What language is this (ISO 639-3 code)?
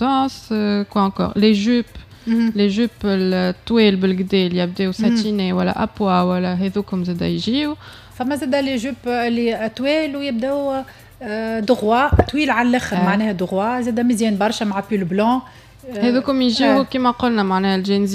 aeb